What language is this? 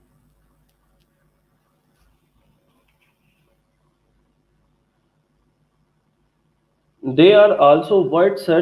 Hindi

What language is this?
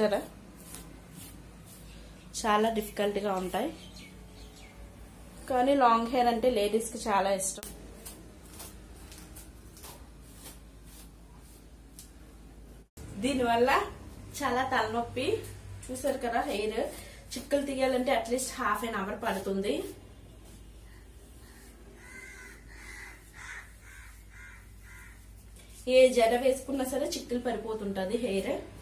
Telugu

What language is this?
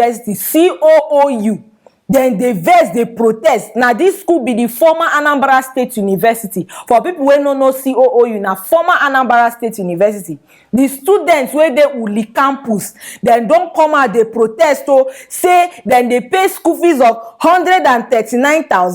Nigerian Pidgin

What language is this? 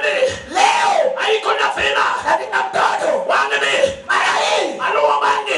Luo (Kenya and Tanzania)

